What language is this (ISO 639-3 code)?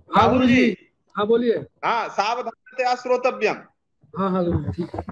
san